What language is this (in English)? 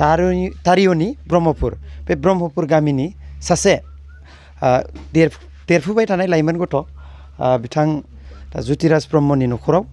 Bodo